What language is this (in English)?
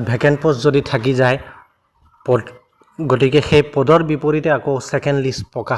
Assamese